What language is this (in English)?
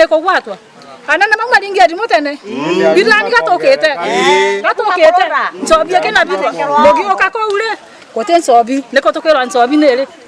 Meru